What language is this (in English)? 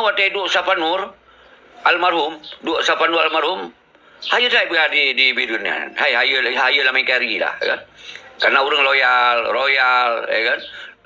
Achinese